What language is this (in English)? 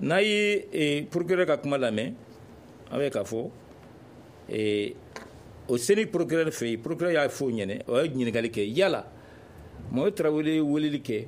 Bambara